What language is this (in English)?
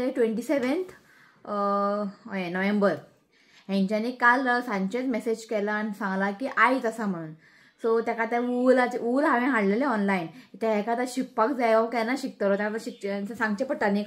Konkani